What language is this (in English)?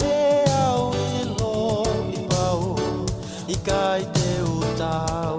Tongan